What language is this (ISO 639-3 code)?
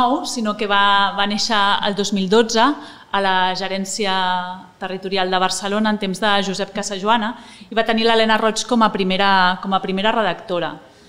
cat